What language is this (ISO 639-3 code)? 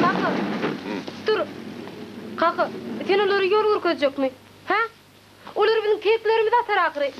tuk